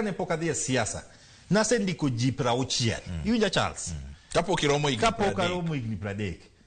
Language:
Luo (Kenya and Tanzania)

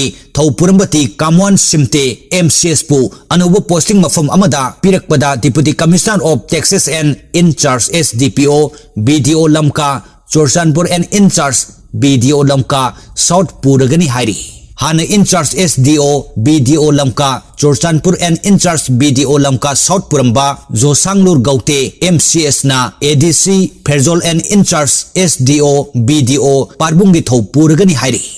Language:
Manipuri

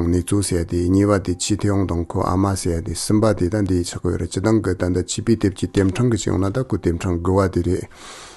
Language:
Tibetan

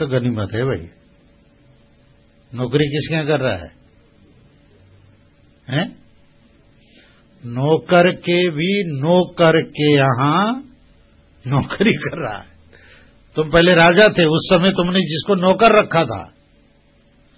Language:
Hindi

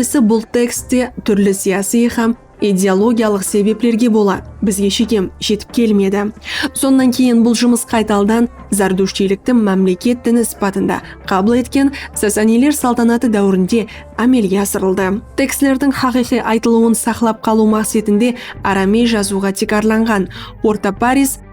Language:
Kara-Kalpak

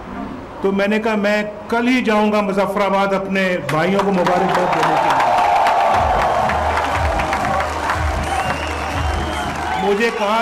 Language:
Urdu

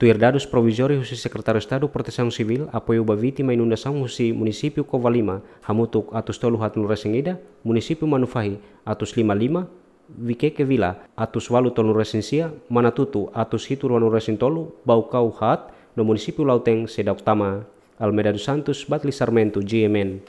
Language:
Tetum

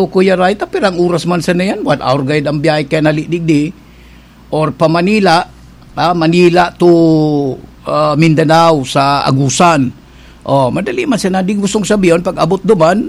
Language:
Bikol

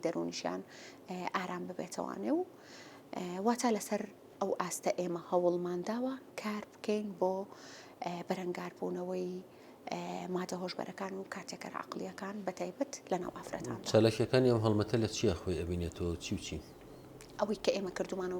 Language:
Central Kurdish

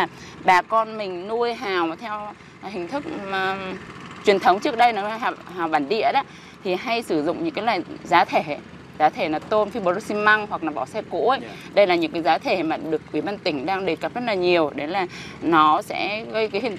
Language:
Vietnamese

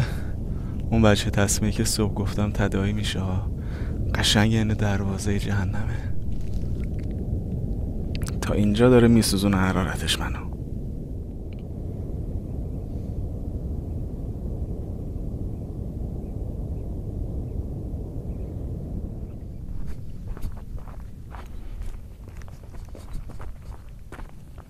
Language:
Persian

